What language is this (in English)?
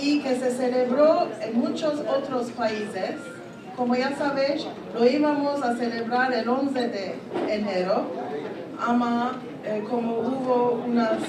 Ladino